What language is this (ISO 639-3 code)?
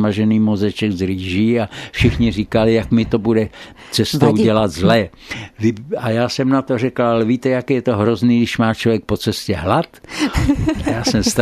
ces